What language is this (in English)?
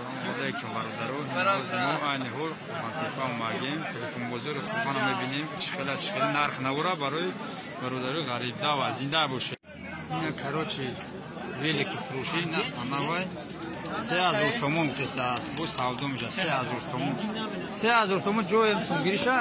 Tajik